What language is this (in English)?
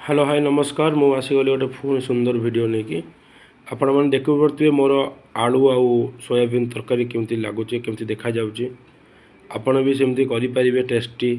Odia